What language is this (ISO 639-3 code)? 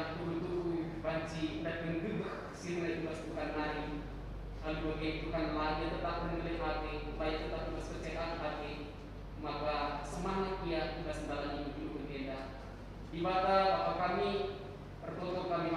btx